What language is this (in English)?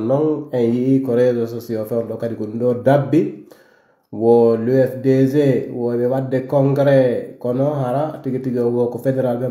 Pular